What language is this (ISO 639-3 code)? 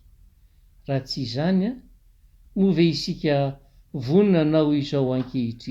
mlg